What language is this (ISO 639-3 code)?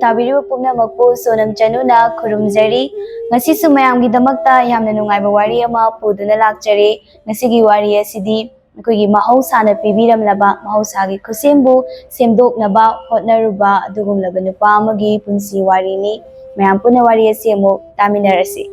mni